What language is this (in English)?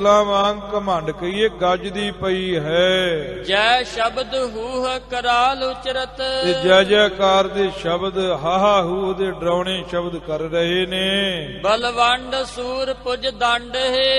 Punjabi